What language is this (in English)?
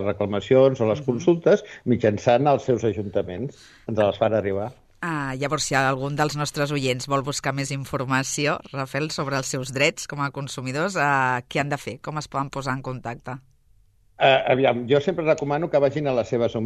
Catalan